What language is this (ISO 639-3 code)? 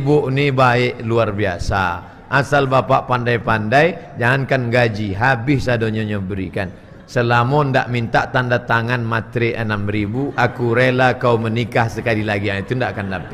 min